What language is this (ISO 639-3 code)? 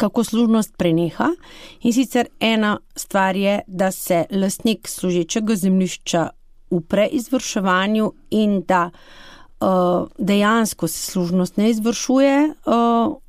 slv